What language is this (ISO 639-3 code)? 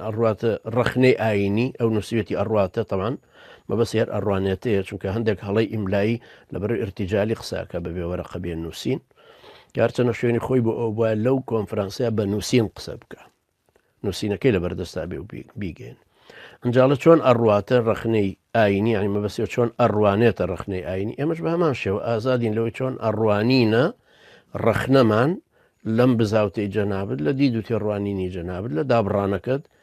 ckb